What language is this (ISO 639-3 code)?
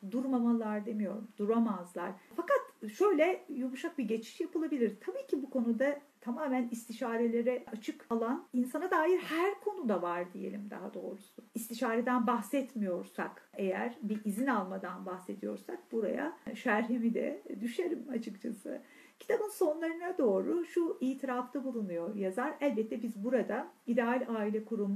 tur